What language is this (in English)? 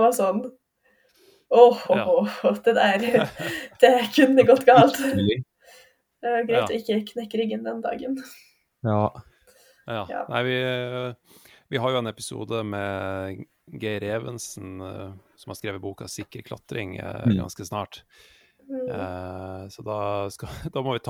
Norwegian